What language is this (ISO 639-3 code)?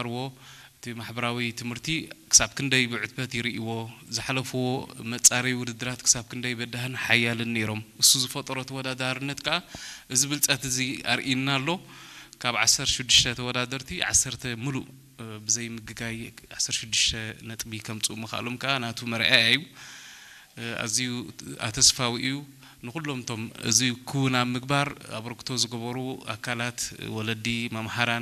tir